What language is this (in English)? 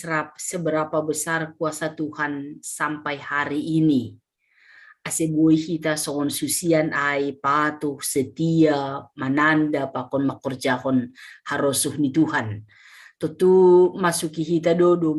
Batak Simalungun